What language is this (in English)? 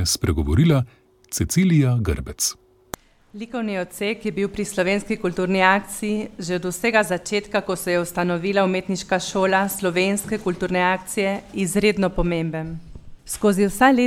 Slovenian